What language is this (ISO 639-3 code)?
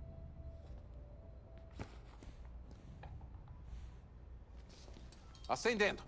por